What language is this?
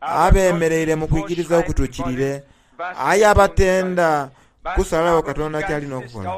Soga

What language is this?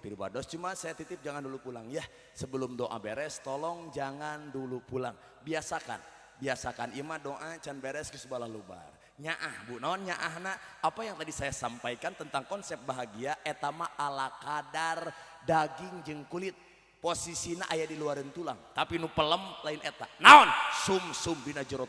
Sundanese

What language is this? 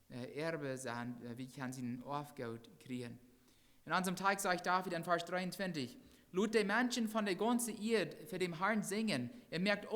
Plautdietsch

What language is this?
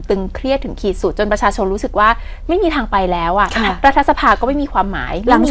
Thai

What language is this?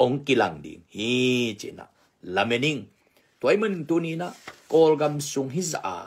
Tedim Chin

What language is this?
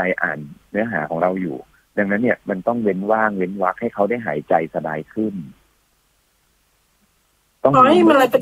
Thai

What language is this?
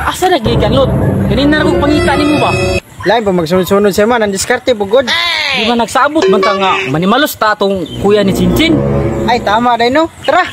Cebuano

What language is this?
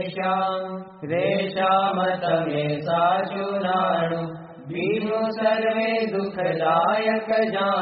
Gujarati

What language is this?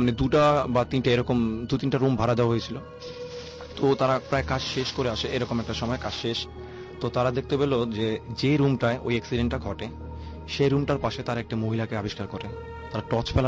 Bangla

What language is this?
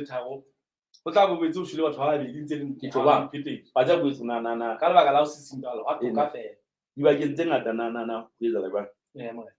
Southern Sotho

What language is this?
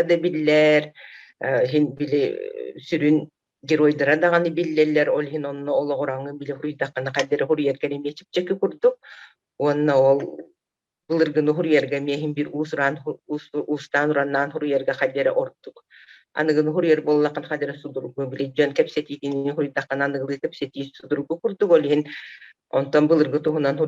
Yakut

